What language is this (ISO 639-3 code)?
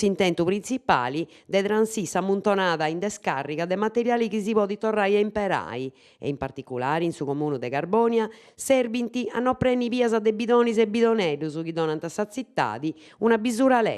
srd